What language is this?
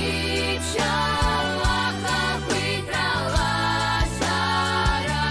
Abkhazian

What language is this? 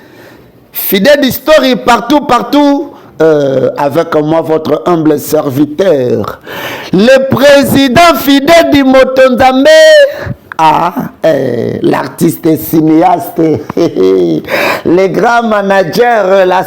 Lingala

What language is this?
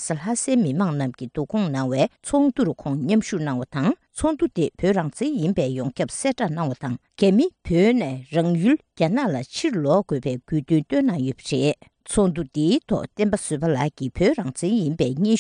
Tibetan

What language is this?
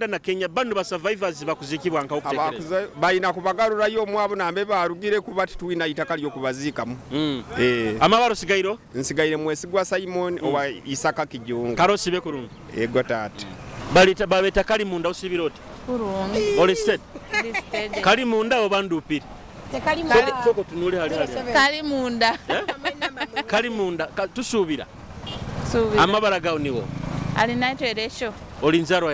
Nyoro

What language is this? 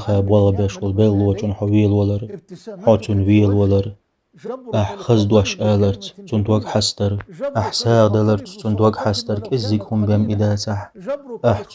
Chechen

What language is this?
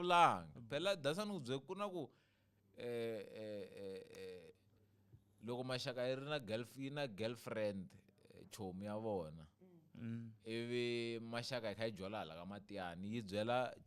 Tsonga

